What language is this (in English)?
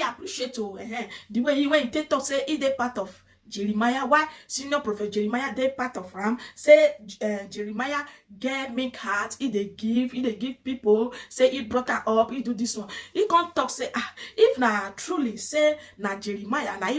Nigerian Pidgin